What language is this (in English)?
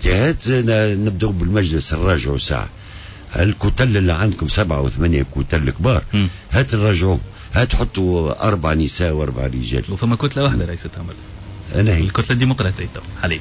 Tunisian Arabic